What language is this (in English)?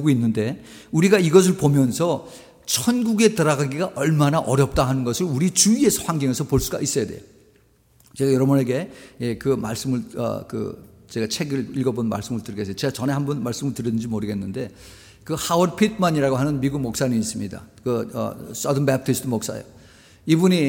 Korean